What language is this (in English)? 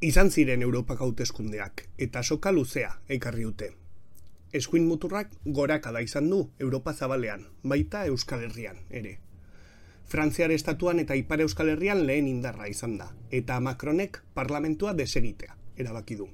Basque